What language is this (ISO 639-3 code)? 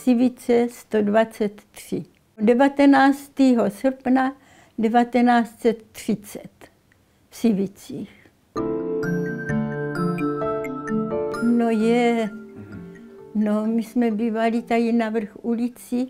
ces